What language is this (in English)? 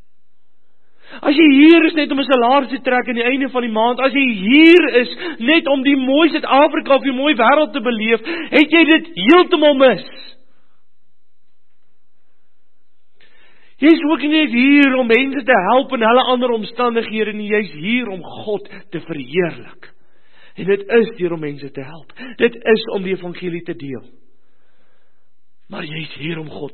Afrikaans